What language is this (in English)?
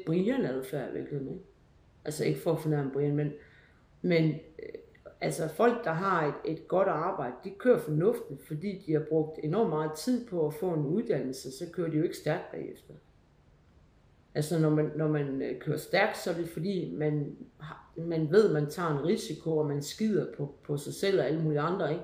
Danish